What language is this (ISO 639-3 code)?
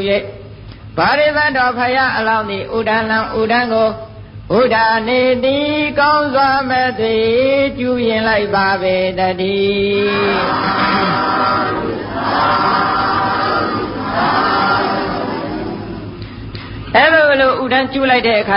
mya